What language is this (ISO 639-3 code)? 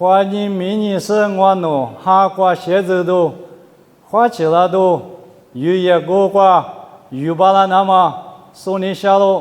lis